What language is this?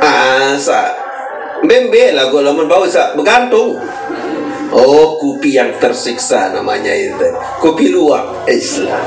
Sasak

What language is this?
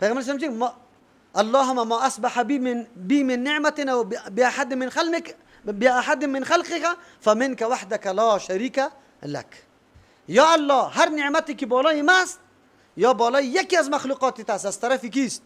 Persian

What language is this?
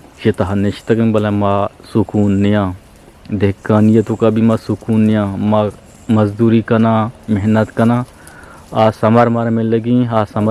Eastern Balochi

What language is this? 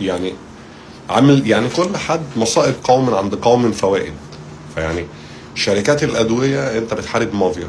Egyptian Arabic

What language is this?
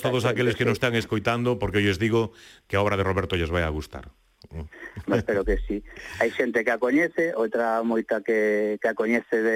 Galician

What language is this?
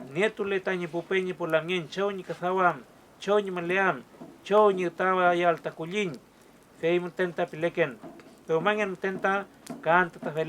Mapuche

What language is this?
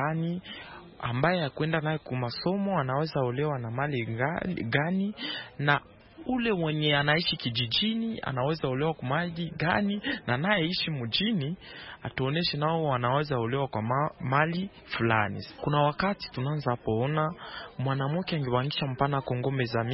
Swahili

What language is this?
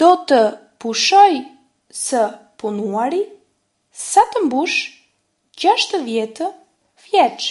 Albanian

